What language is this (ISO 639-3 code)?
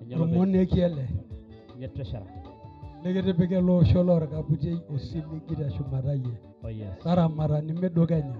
mas